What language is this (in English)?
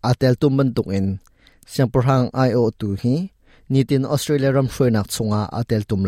Hakha Chin